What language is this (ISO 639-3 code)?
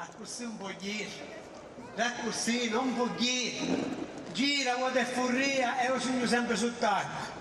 scn